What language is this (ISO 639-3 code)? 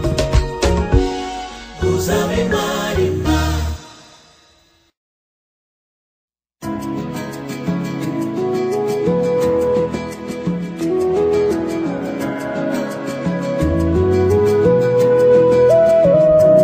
kin